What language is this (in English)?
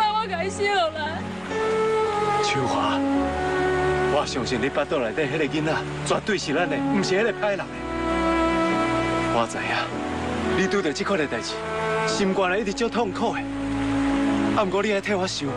Min Nan Chinese